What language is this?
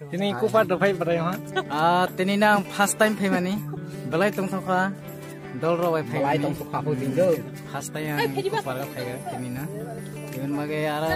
Kok Borok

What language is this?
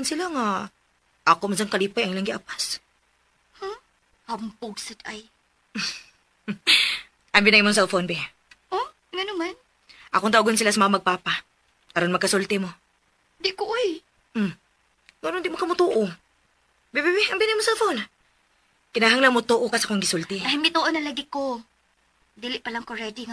Cebuano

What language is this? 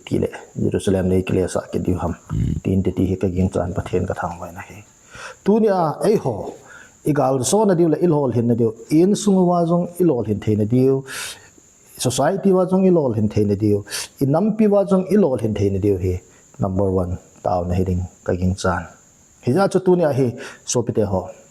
Thado Chin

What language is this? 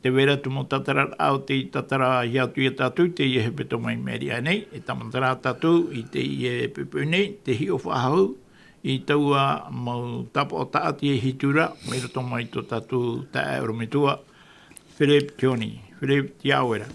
Tahitian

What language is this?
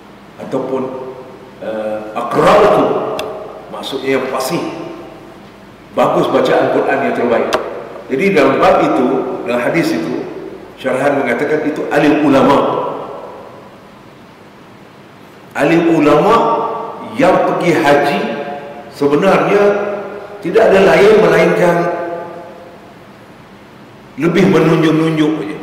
Malay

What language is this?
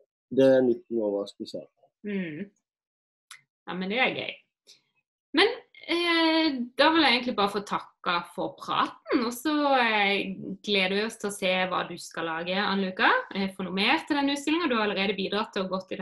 Norwegian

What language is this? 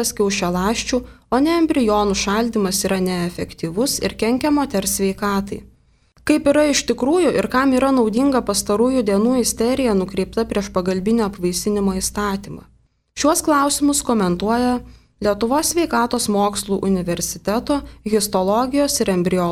Lithuanian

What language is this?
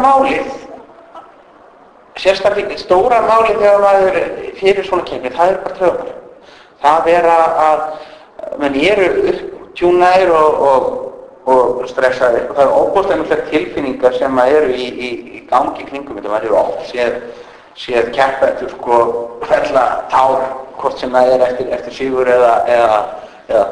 Icelandic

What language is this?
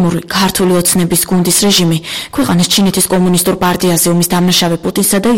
Georgian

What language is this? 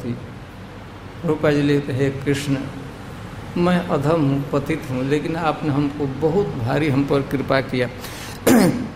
Hindi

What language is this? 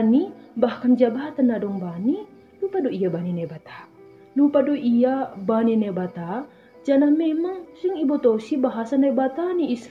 Batak Simalungun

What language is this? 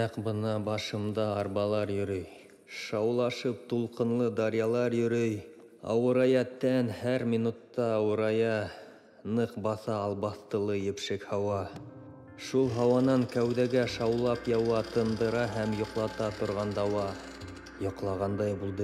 Bashkir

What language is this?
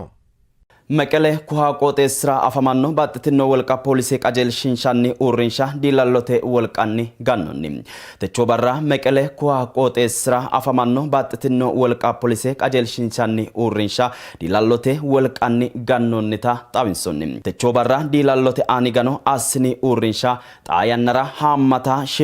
Sidamo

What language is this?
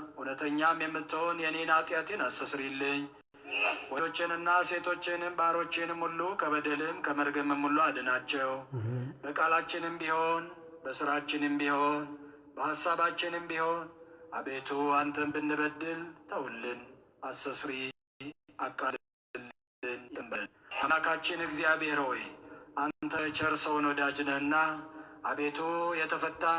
Amharic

